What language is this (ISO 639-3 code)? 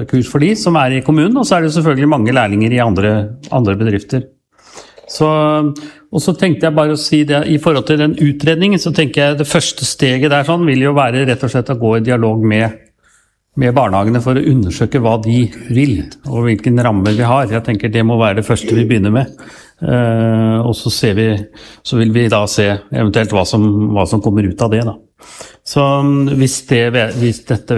nor